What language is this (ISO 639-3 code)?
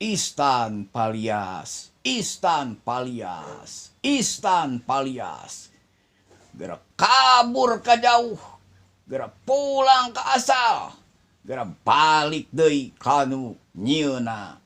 sun